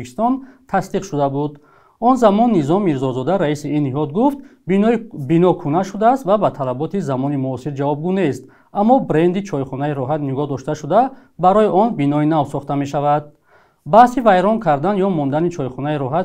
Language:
Tajik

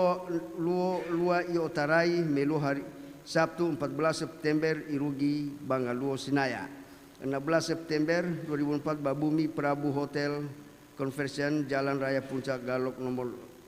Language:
Nias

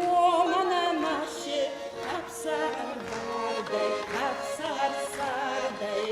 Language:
Ossetic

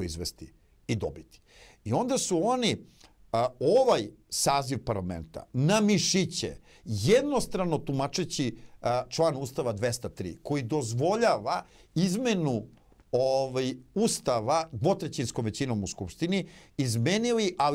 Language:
Serbian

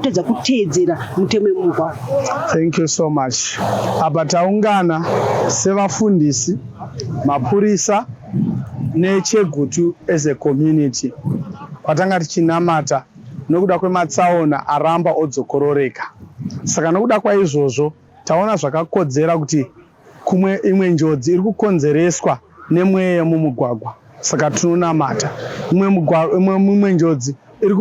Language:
Shona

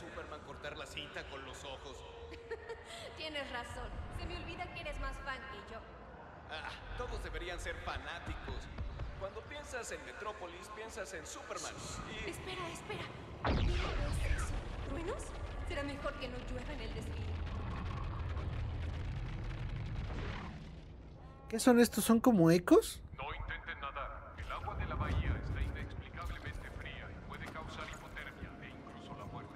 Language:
Spanish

